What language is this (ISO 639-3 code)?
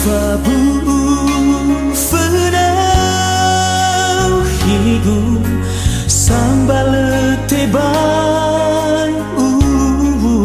nia